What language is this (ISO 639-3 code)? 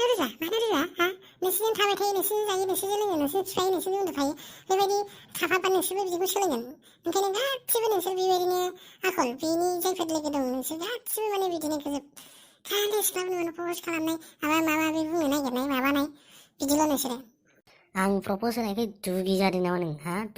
brx